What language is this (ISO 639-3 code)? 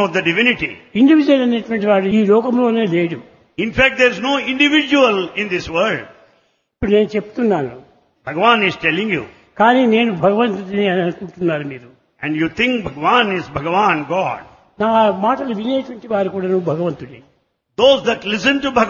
tel